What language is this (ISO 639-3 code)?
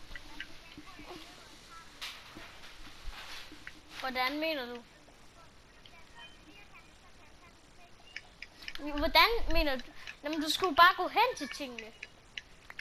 dan